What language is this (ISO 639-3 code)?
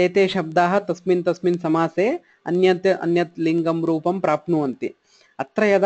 san